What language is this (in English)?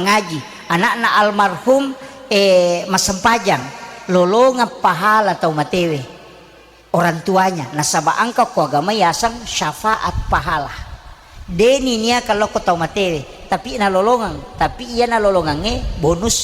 Buginese